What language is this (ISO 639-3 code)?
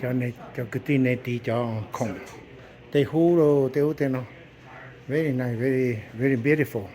hmn